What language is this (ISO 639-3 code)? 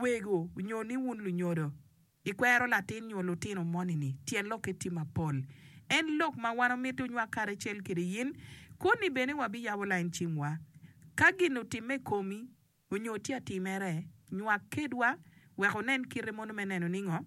ach